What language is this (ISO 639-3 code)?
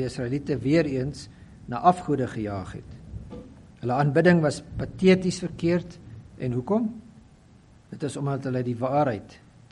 afr